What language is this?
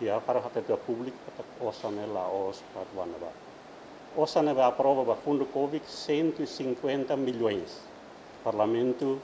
Tetum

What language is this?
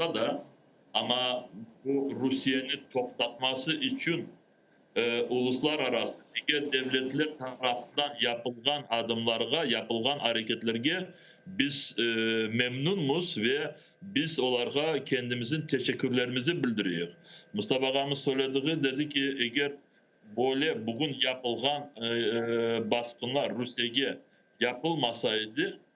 Crimean Tatar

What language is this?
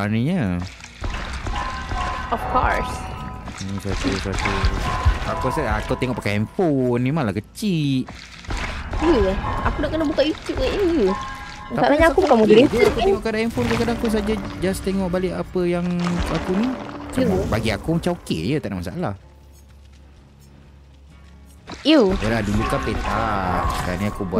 Malay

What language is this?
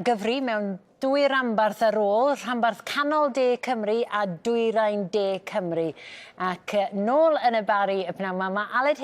Welsh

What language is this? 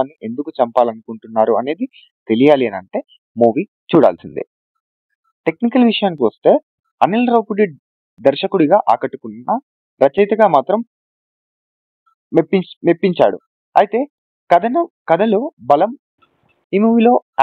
Telugu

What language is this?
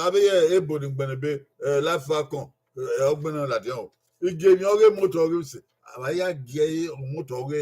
Bini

